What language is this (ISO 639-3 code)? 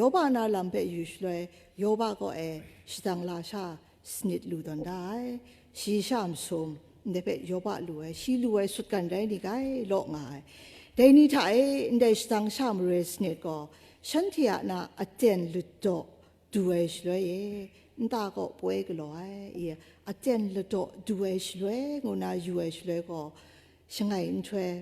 kac